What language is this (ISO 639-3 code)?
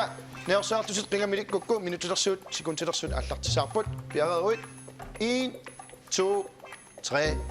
kal